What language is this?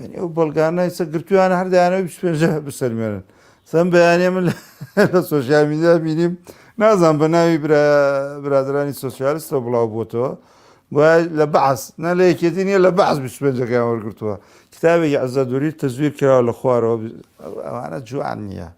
Central Kurdish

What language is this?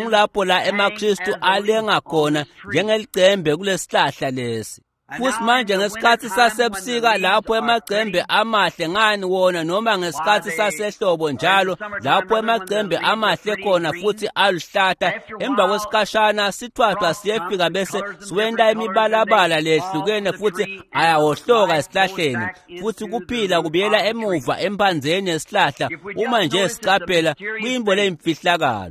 Swati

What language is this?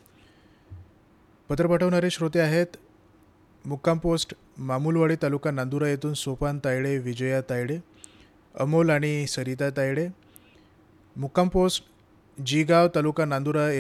Marathi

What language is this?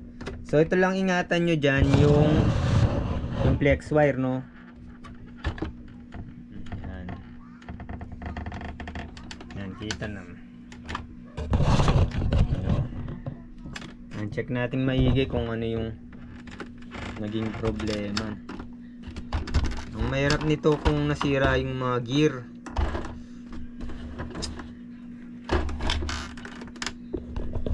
Filipino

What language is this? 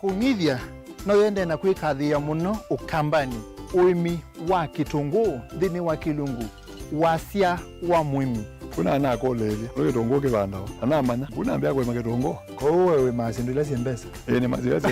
Kamba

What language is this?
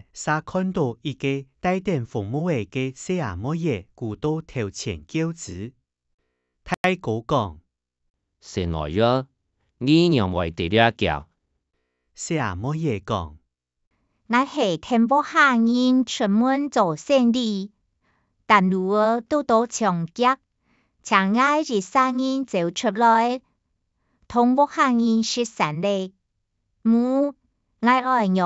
Hakka Chinese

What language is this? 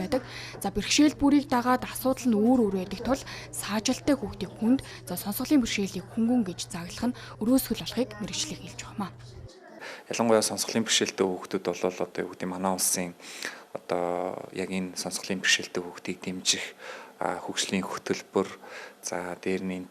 Mongolian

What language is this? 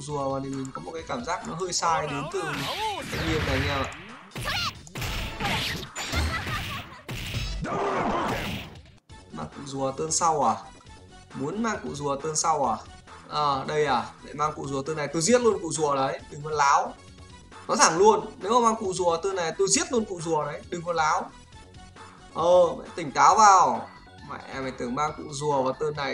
Vietnamese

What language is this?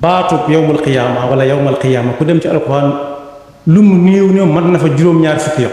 Wolof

